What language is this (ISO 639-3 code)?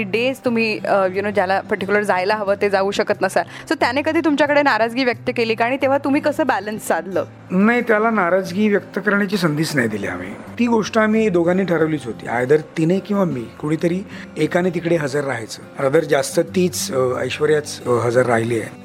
mar